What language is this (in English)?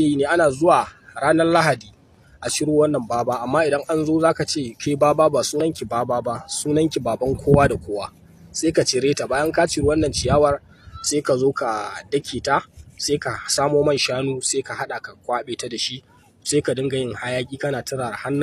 Hausa